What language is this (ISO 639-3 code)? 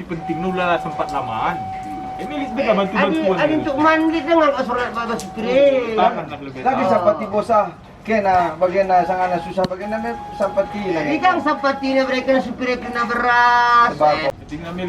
btx